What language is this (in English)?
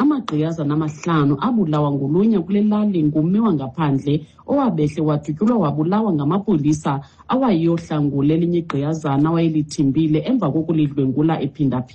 Xhosa